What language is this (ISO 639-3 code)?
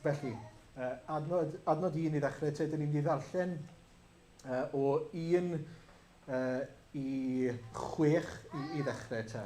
cym